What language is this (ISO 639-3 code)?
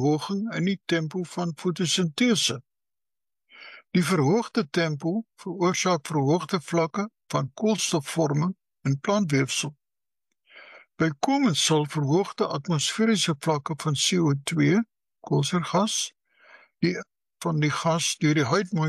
afr